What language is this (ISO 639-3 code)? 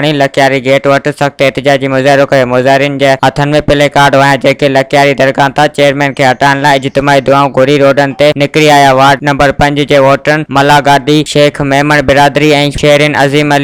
snd